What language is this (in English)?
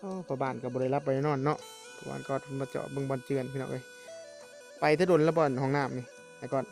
Northeastern Thai